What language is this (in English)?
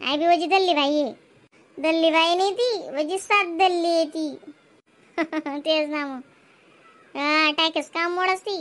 Khandesi